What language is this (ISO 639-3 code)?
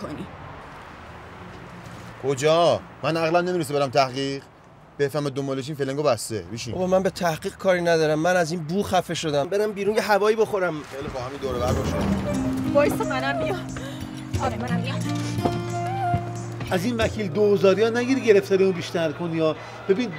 fas